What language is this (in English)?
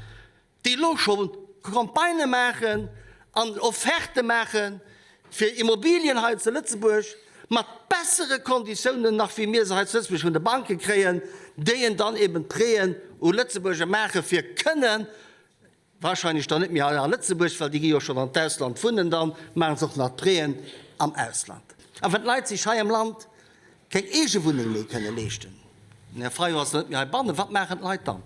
Luxembourgish